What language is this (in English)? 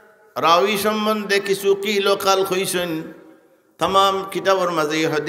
Sylheti